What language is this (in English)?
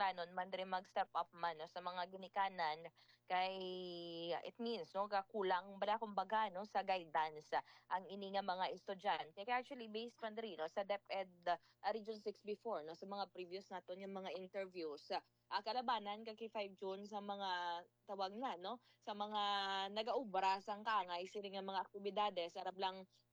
Hiligaynon